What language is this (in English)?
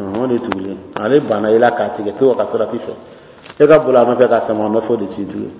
Bambara